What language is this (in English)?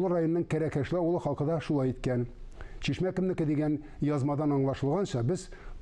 Tatar